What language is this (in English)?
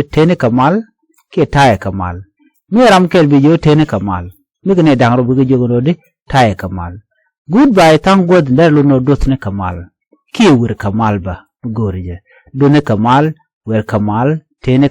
Nuer